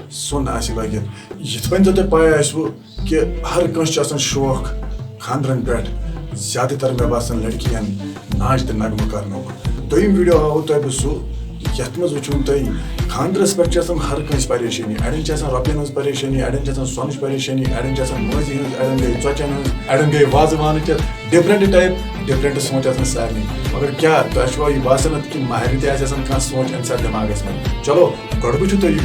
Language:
Kashmiri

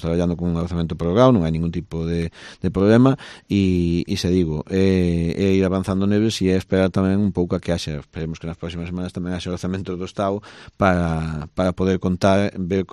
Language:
Galician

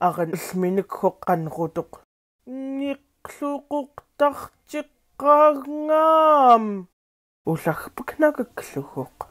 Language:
Central Yupik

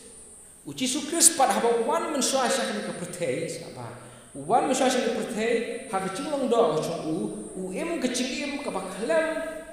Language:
Khasi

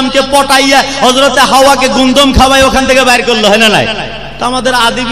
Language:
Bangla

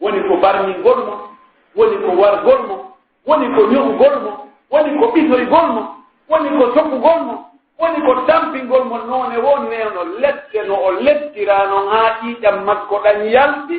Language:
Pular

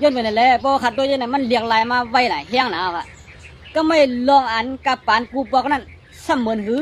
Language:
Shan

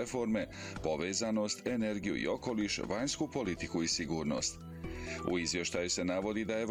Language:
Bosnian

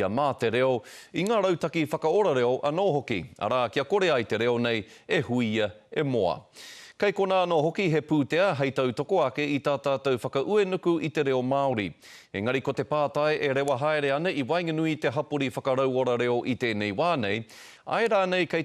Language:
Māori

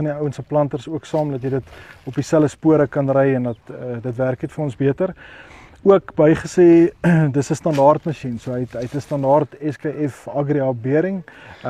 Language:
Afrikaans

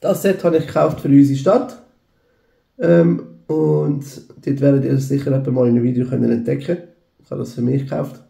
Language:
Swiss German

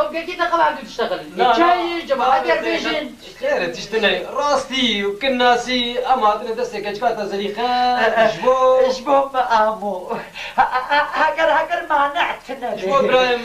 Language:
Kurdish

